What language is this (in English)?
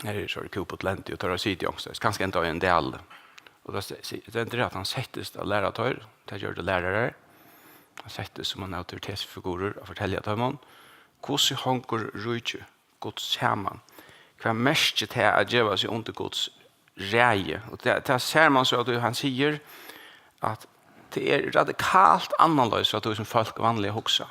Faroese